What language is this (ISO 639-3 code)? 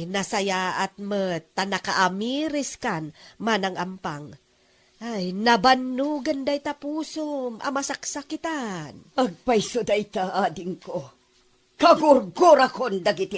ilo